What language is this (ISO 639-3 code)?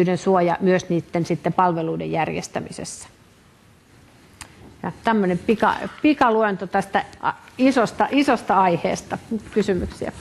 fin